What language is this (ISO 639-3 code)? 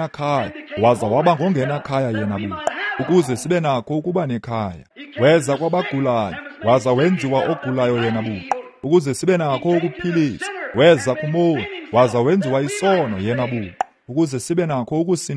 xho